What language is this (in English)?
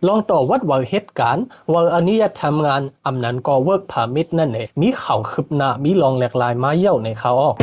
Shan